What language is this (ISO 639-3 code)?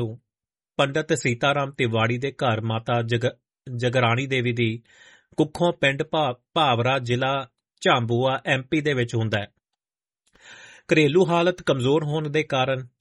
pan